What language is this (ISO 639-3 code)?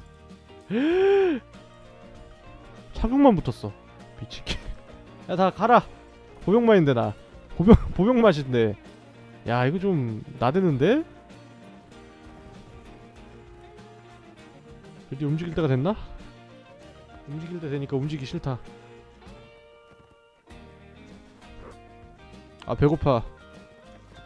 kor